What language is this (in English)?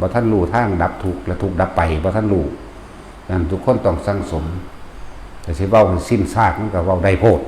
Northeastern Thai